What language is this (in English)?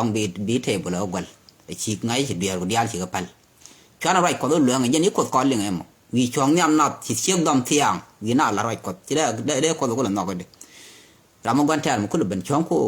Nuer